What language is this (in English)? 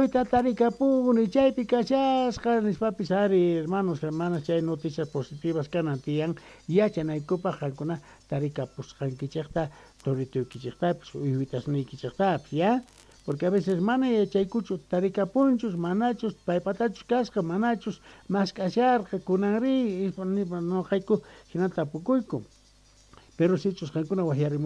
Quechua